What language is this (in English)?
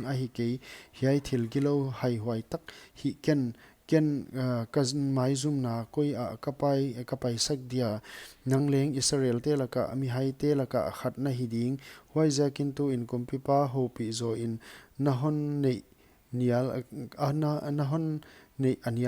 Paite Chin